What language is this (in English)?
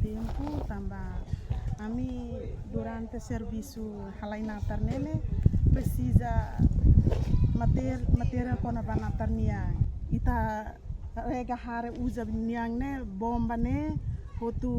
Tetum